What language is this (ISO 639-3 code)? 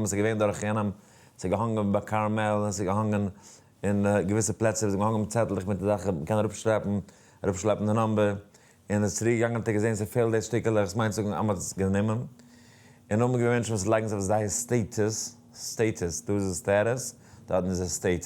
yid